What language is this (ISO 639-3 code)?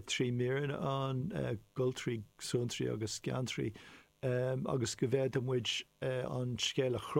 gle